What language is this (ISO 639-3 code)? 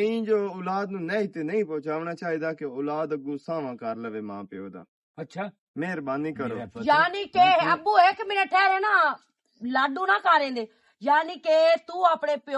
lah